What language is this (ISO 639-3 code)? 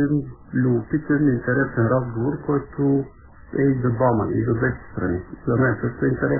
bul